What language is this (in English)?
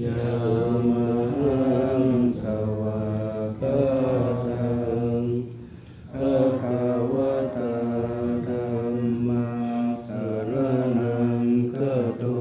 Pali